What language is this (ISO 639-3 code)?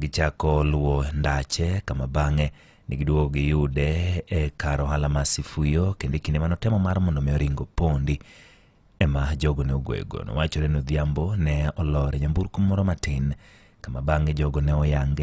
luo